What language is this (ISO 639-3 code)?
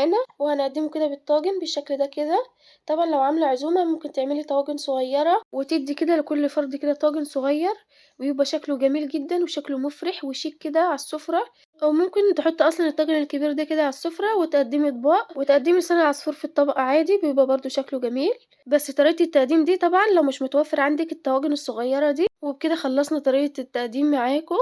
arz